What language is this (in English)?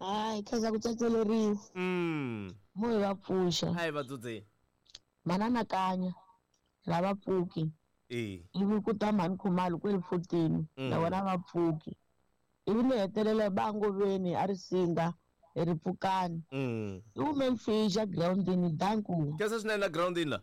Tsonga